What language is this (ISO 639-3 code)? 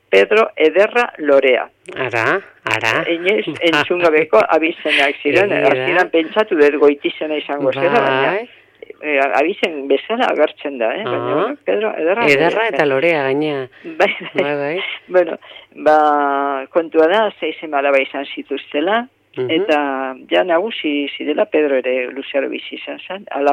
eus